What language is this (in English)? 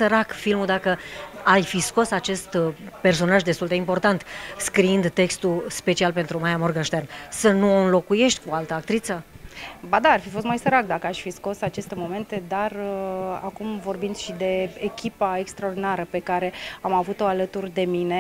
Romanian